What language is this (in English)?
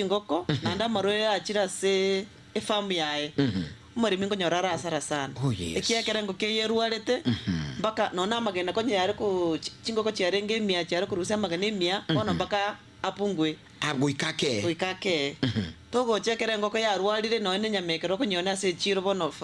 Gusii